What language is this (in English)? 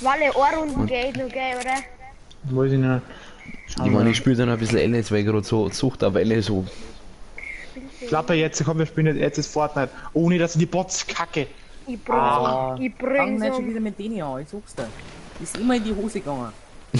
Bavarian